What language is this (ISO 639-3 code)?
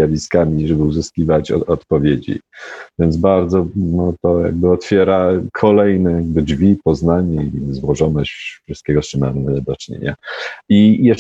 pol